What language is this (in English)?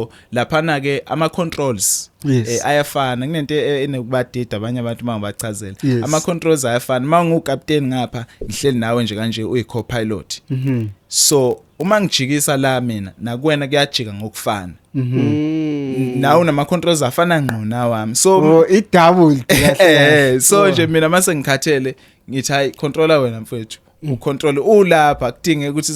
Zulu